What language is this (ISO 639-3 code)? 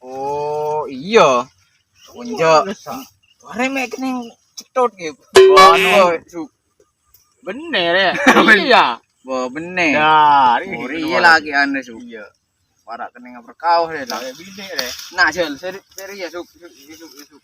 mad